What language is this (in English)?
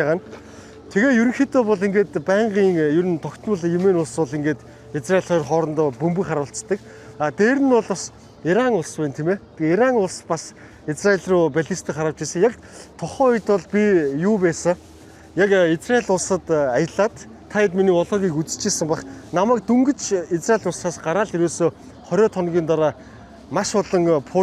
Mongolian